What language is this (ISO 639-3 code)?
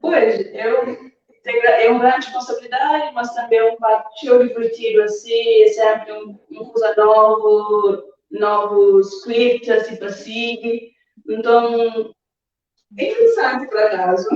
kea